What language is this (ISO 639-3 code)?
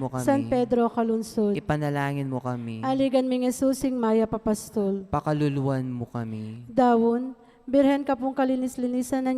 pam